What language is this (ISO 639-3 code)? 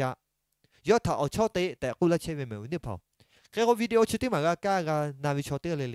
lhu